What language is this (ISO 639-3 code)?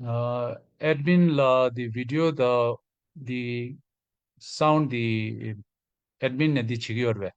bod